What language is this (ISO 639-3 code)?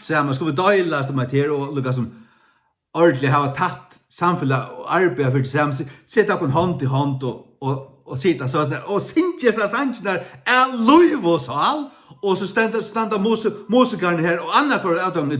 fao